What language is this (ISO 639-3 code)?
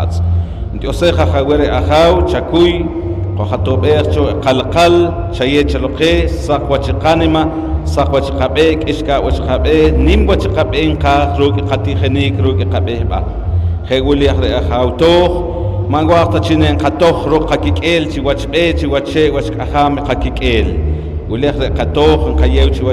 poh